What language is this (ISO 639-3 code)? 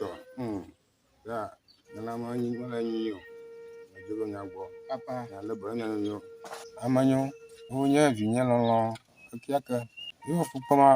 ewe